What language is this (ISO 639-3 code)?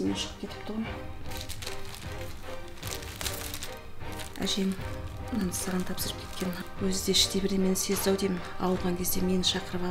kaz